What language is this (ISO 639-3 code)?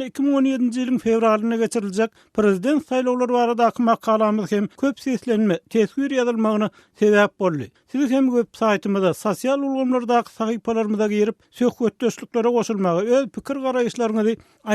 tuk